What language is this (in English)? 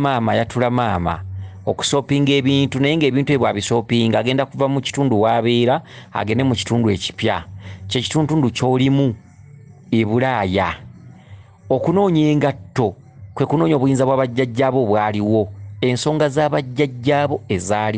Ganda